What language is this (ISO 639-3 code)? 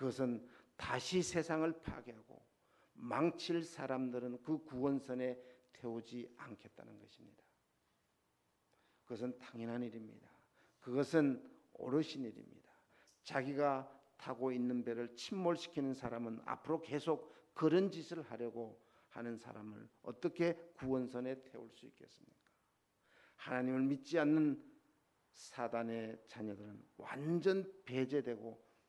kor